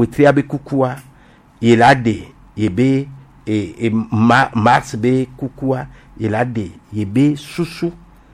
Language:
Gen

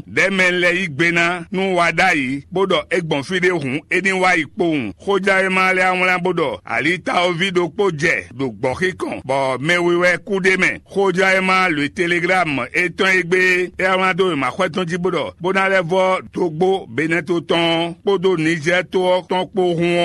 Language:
Fon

